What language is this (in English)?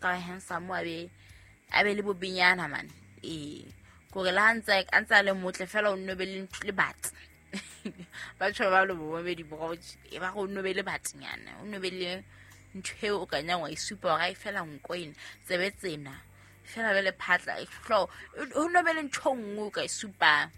Southern Sotho